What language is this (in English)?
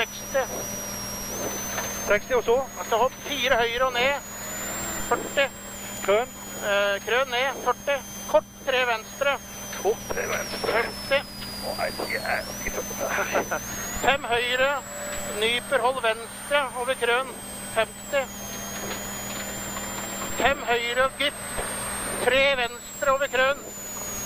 Norwegian